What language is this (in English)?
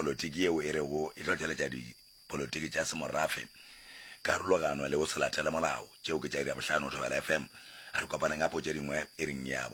Northern Sotho